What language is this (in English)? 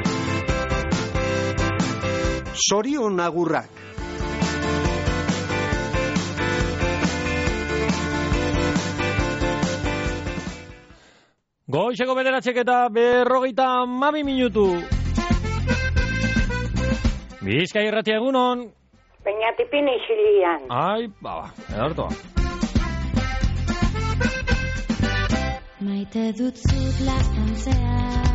Basque